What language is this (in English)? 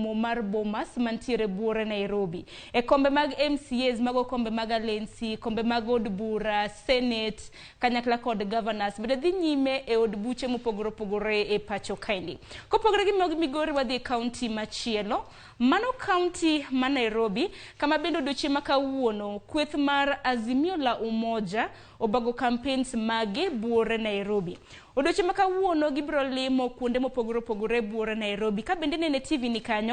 Luo (Kenya and Tanzania)